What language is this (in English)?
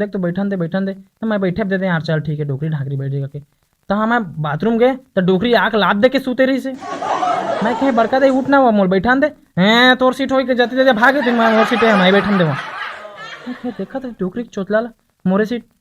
Chhattisgarhi